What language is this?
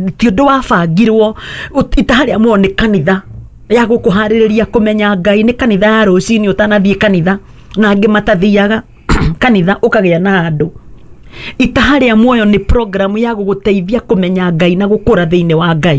Kikuyu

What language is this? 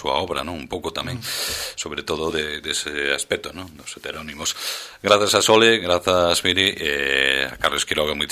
Galician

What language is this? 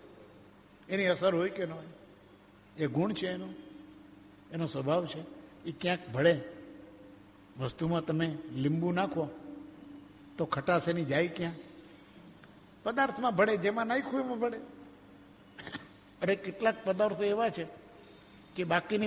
Gujarati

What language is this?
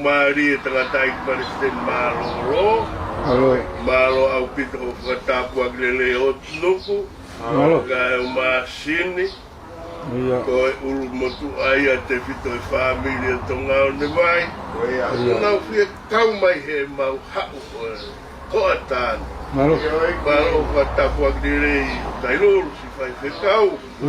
Tongan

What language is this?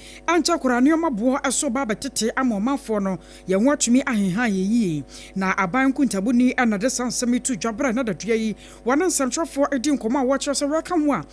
Akan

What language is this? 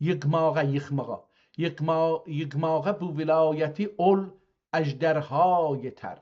South Azerbaijani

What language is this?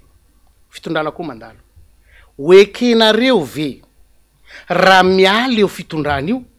Malagasy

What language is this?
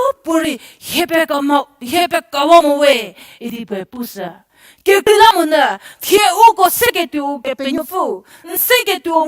Angami Naga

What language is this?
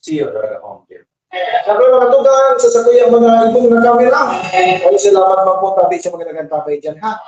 Bikol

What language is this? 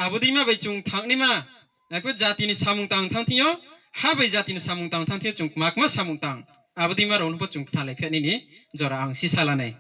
Riang (India)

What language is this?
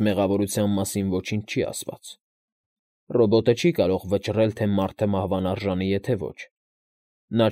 Armenian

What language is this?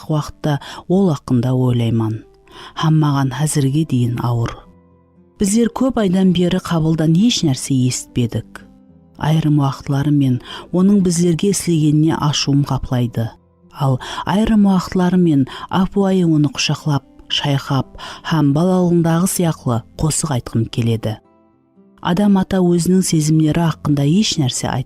Kara-Kalpak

